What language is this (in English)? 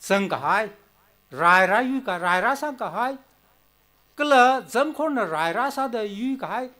Tangkhul Naga (India)